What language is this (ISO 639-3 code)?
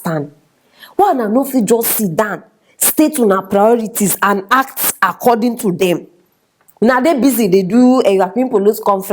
pcm